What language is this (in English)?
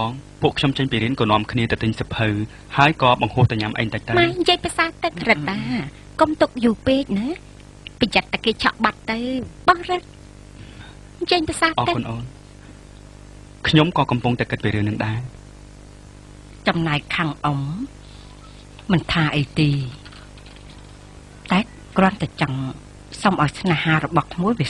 Khmer